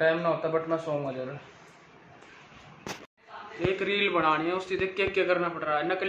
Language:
Hindi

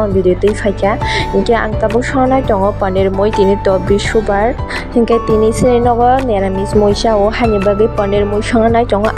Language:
Kok Borok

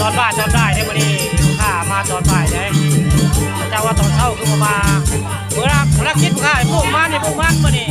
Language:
Northeastern Thai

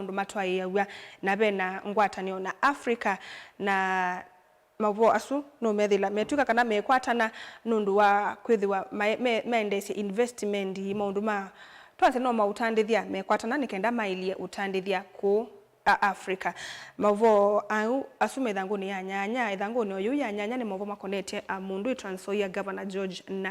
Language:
Kamba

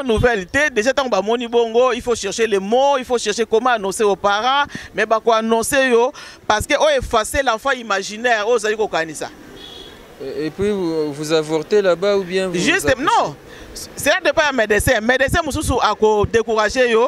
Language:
Lingala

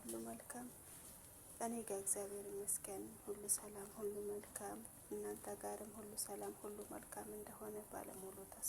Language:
Amharic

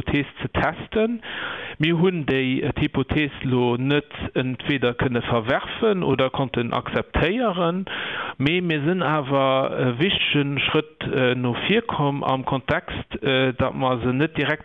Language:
Luxembourgish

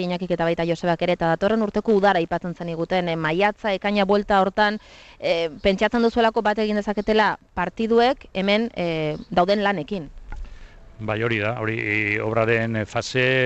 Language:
Basque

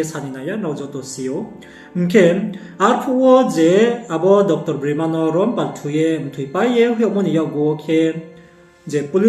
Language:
Riang (India)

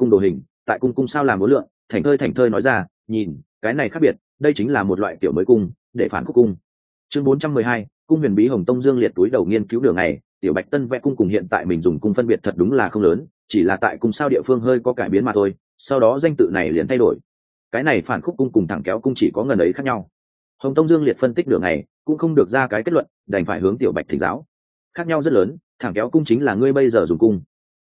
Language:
Vietnamese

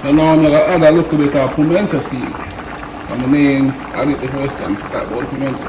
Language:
Jamaican Creole English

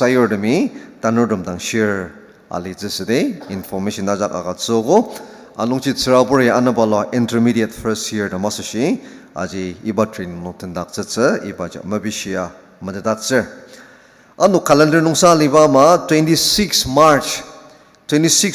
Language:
Ao Naga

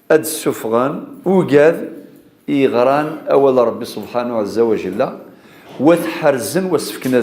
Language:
Kabyle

